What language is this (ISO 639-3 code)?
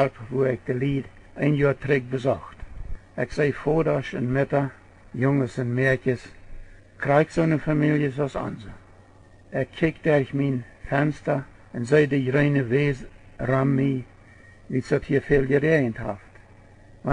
pdt